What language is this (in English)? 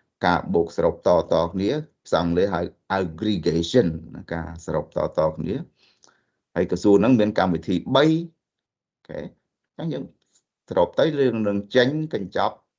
Khmer